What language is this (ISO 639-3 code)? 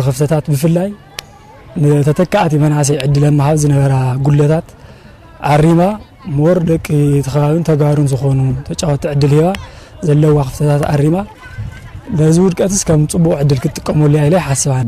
tir